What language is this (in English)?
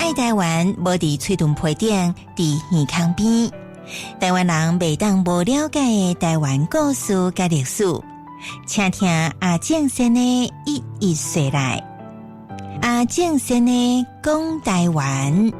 Min Nan Chinese